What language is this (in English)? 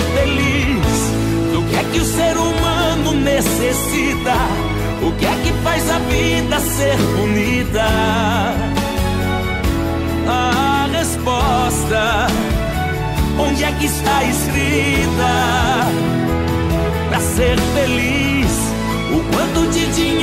Portuguese